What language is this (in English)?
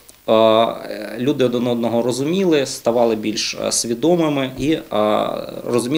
Ukrainian